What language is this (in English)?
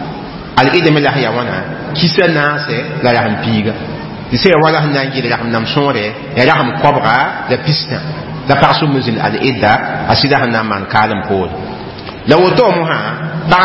Mossi